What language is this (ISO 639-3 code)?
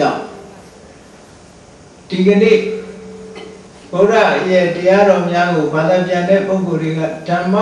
mya